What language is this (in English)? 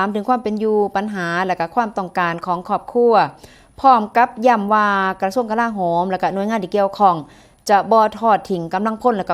Northeastern Thai